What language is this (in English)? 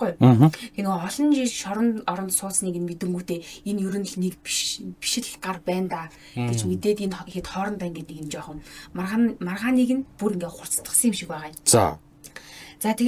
Mongolian